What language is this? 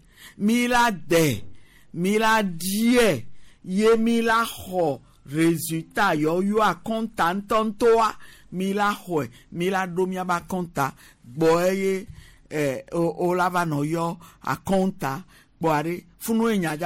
Gen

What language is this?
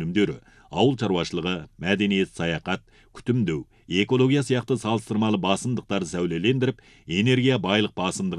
Kazakh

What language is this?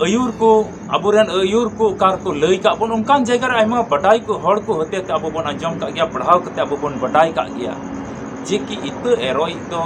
Santali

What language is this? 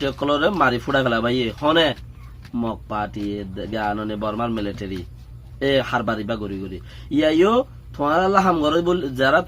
Rohingya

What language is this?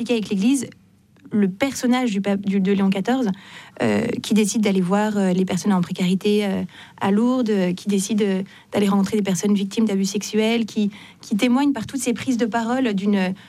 French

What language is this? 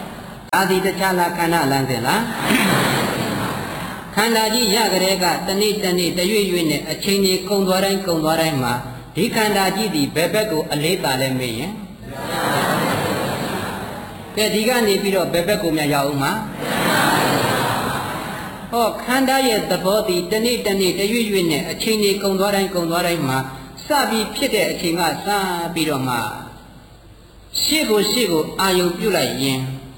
Burmese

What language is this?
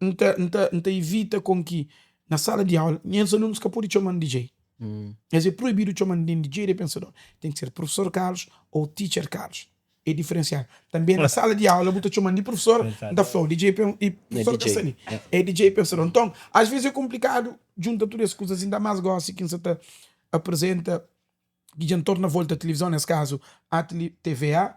Kabuverdianu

